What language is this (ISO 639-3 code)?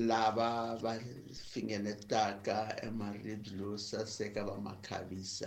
tso